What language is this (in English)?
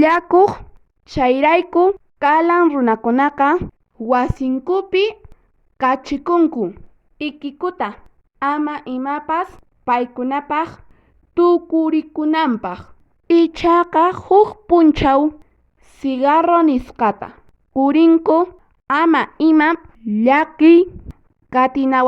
Quechua